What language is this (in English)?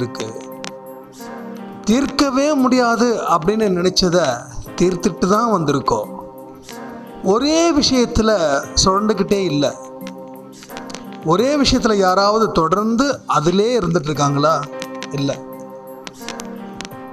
Tamil